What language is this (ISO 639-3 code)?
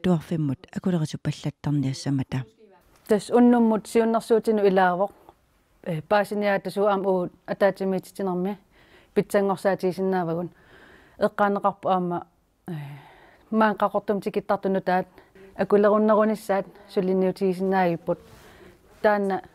kal